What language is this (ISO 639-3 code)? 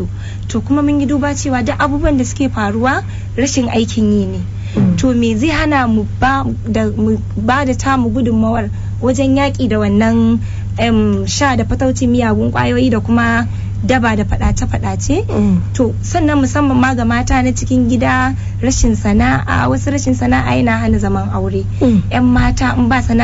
hau